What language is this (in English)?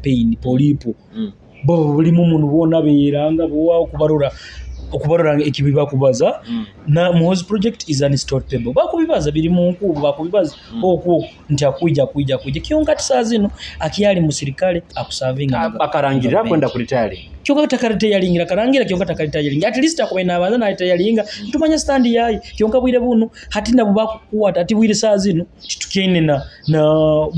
Nyoro